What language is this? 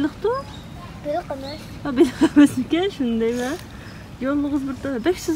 Uyghur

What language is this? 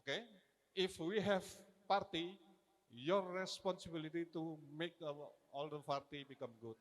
Batak Karo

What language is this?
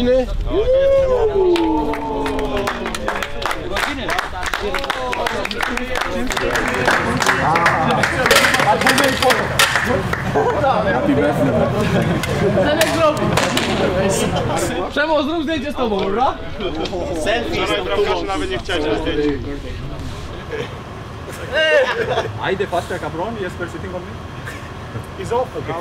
Polish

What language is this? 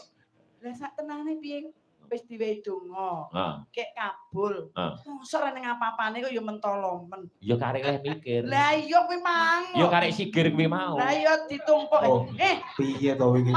Javanese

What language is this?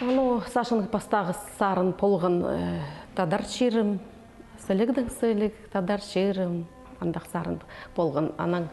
Khakas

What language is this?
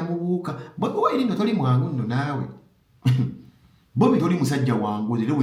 Ganda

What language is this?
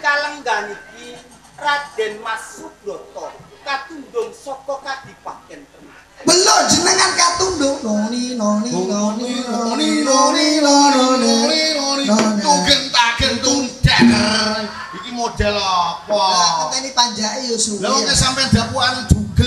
Javanese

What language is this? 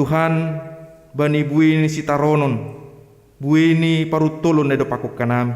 Batak Simalungun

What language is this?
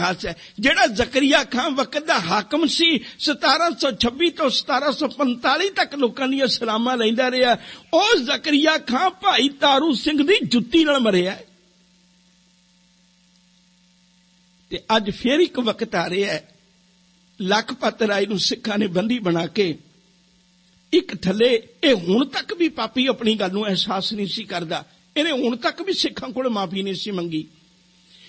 Punjabi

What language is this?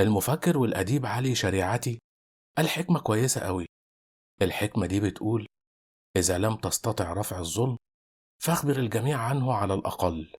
Egyptian Arabic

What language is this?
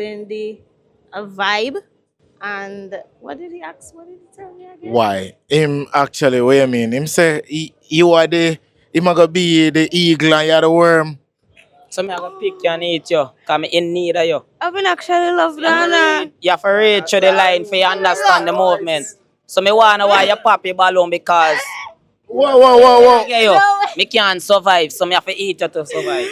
Jamaican Creole English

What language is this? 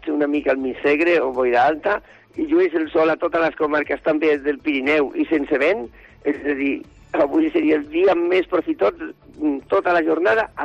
Catalan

